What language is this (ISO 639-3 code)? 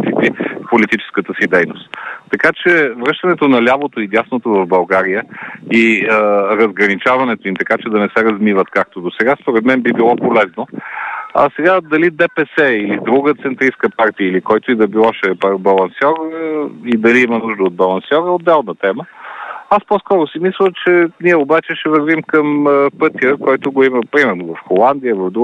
bul